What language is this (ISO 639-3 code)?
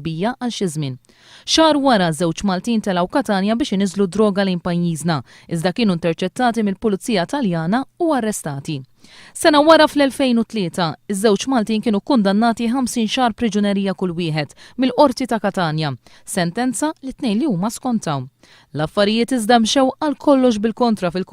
mlt